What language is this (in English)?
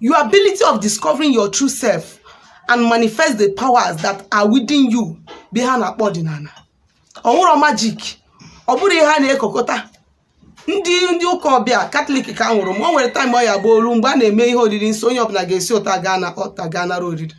Igbo